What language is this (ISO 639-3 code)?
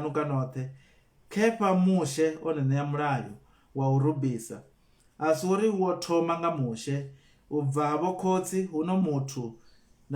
ven